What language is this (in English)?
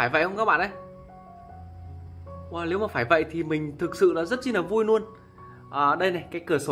Vietnamese